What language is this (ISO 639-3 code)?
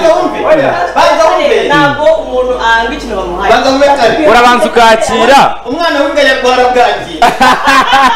kin